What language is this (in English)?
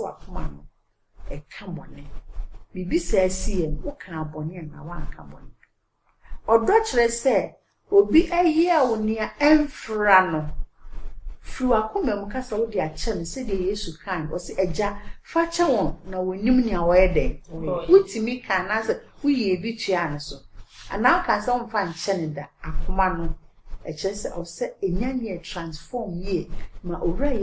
Akan